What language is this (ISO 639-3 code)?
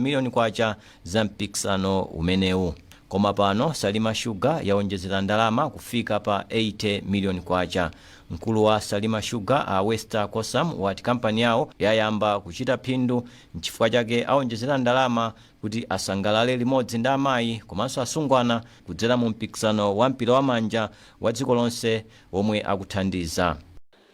nya